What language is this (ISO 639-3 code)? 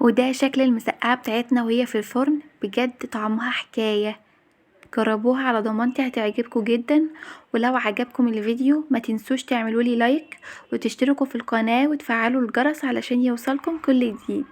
arz